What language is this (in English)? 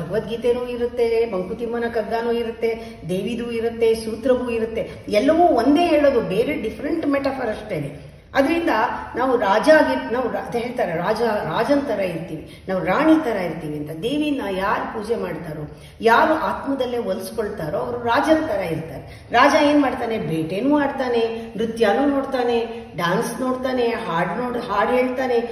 Kannada